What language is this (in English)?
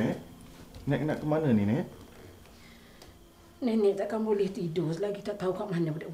Malay